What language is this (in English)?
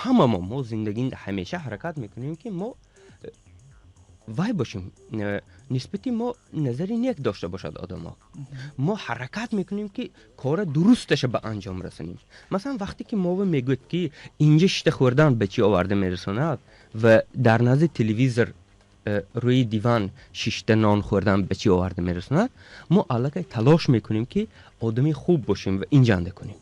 Tajik